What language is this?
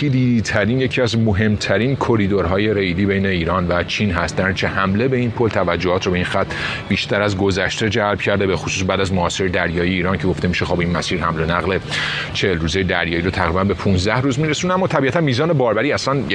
Persian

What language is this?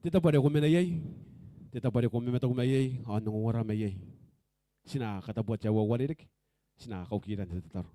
Gilbertese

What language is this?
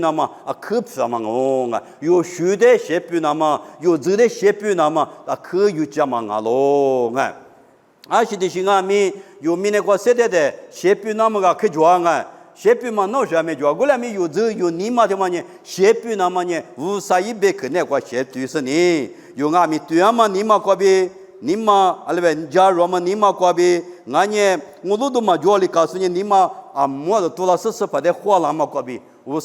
Lisu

